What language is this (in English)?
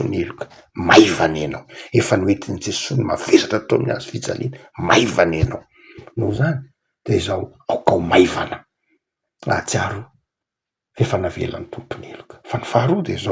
Malagasy